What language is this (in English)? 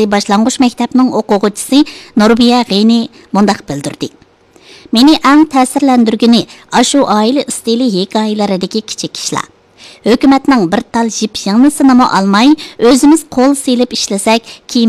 Uyghur